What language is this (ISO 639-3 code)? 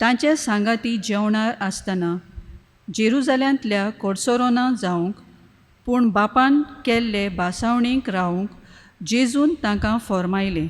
kok